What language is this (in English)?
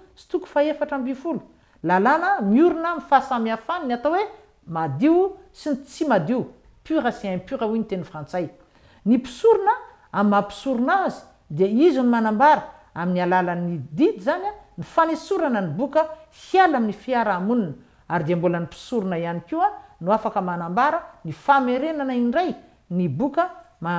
Malagasy